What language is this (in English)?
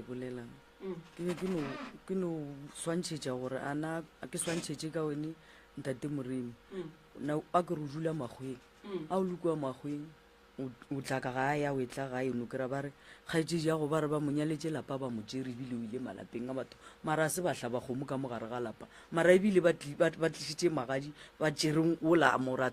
Northern Sotho